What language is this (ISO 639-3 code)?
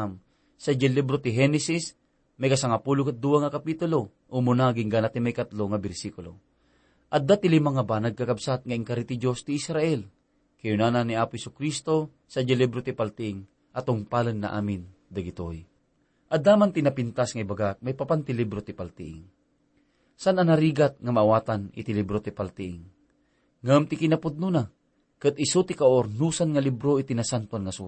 ilo